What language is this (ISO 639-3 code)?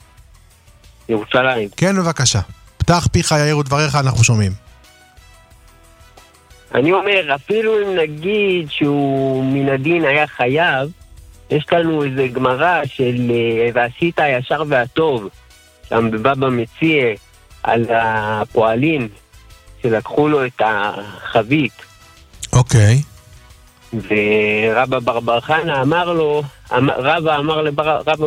heb